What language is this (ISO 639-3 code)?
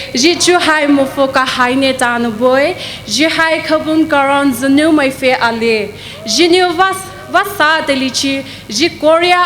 pmx